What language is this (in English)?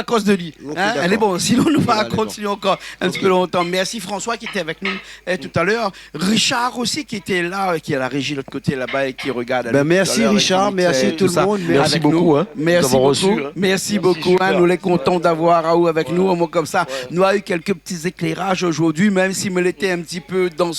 Réunion Creole French